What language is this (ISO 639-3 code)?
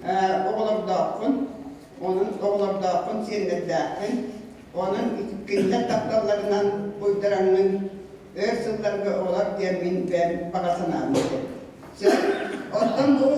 sah